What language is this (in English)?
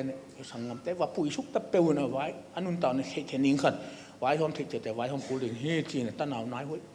Tedim Chin